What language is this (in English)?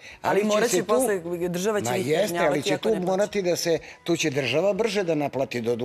Serbian